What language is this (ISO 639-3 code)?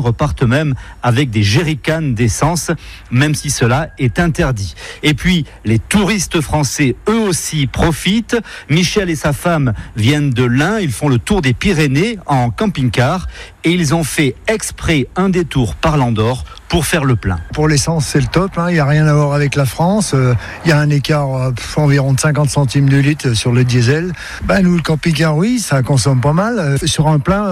fra